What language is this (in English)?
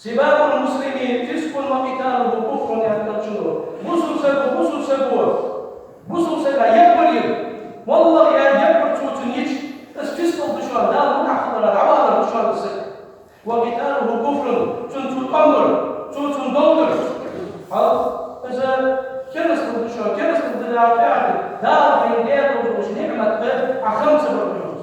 Ingush